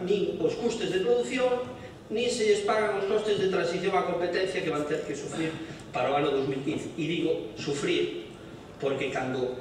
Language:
Galician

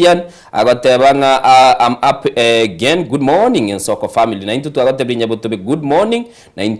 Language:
Gusii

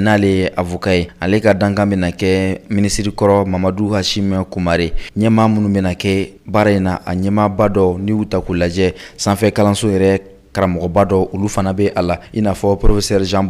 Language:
Bambara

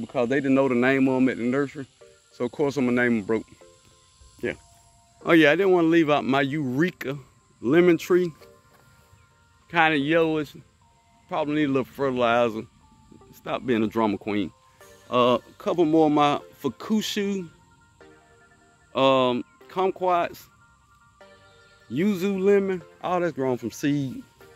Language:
English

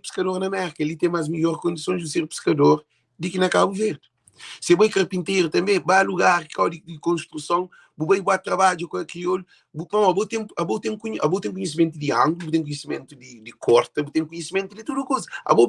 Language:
Kabuverdianu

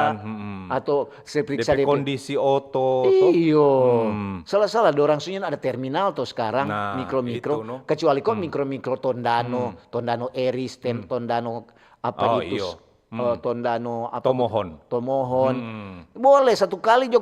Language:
Manado Malay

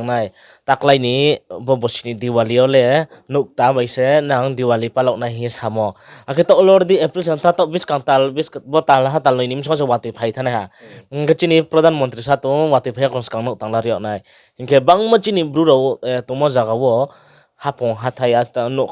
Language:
Riang (India)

